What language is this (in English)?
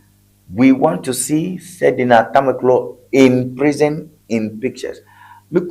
Ewe